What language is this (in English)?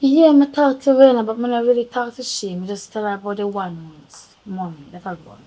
Jamaican Creole English